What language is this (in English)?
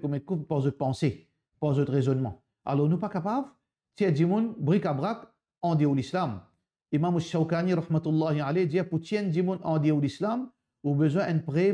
Morisyen